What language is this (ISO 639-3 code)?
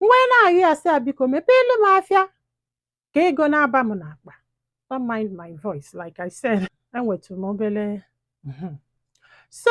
ibo